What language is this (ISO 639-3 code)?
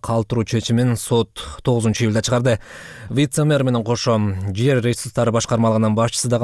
kir